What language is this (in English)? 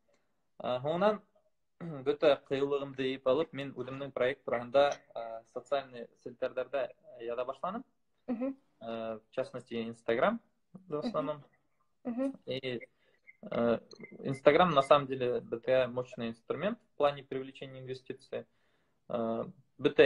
Bashkir